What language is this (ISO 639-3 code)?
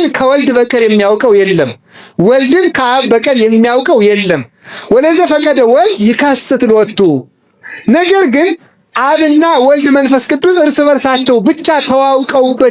amh